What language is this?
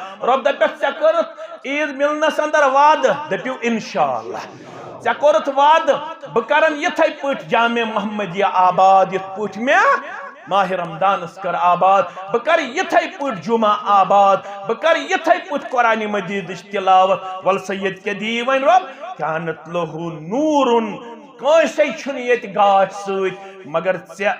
Kashmiri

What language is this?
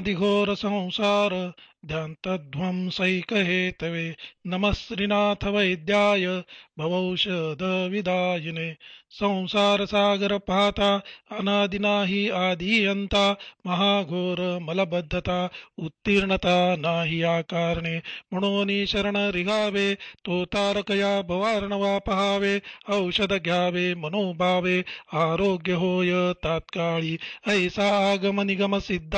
Marathi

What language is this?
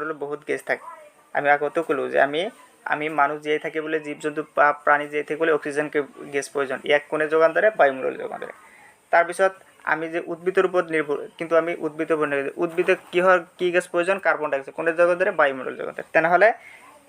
Assamese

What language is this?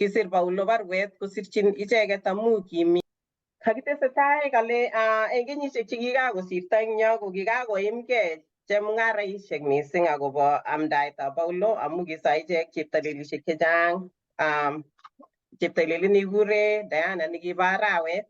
Kalenjin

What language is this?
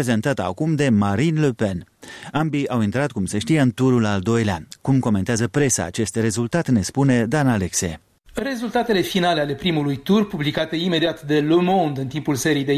Romanian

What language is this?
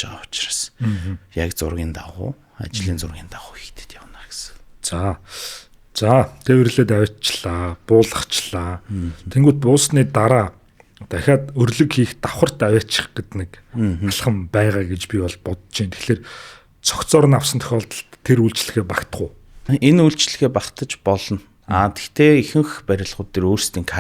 Mongolian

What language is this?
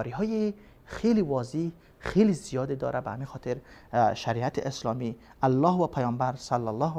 Persian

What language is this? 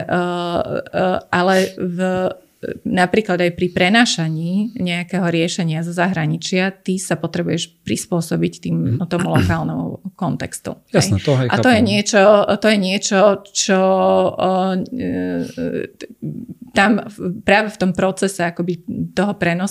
Slovak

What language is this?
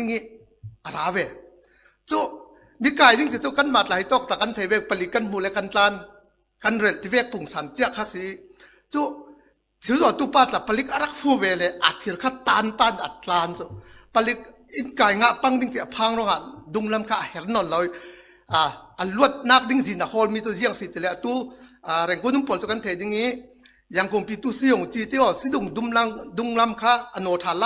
Falam Chin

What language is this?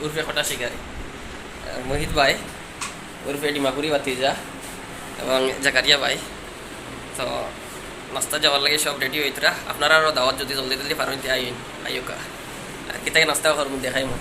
Sylheti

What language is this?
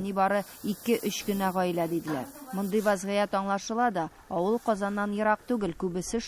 Tatar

